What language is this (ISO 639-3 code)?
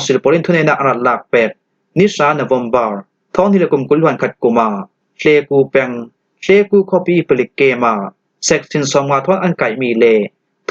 cfm